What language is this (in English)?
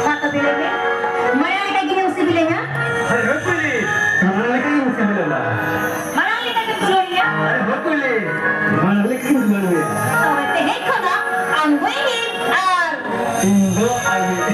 Santali